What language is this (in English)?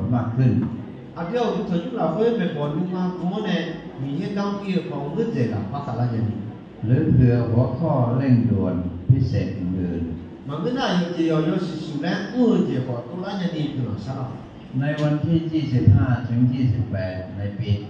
Akha